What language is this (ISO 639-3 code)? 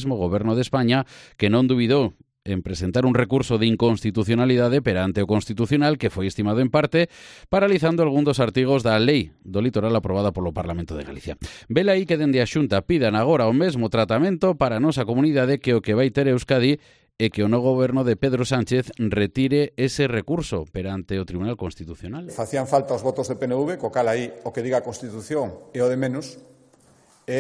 glg